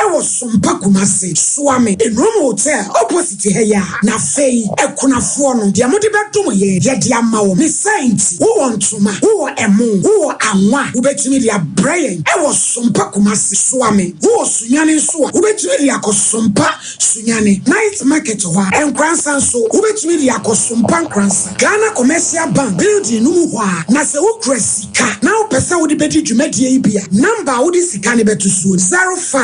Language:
Akan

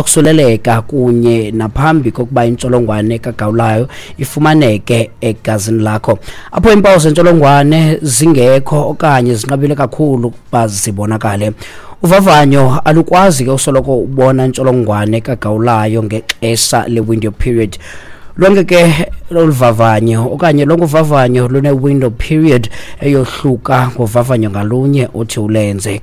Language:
Xhosa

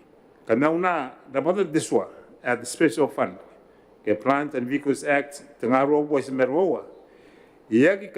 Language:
Gilbertese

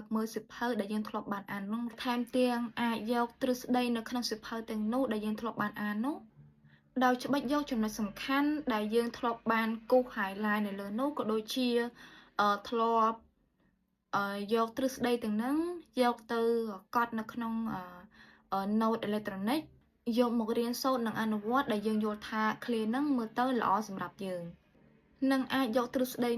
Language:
Khmer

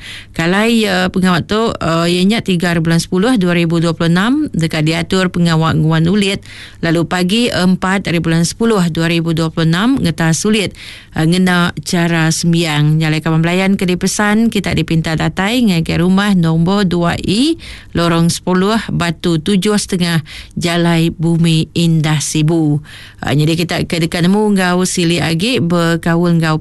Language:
Iban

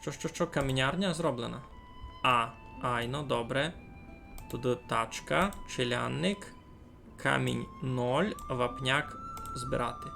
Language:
Rusyn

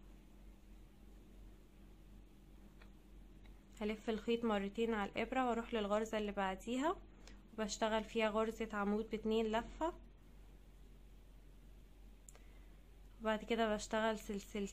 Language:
Egyptian Arabic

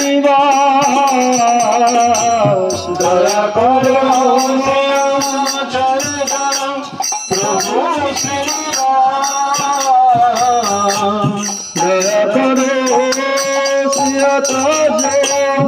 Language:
Bangla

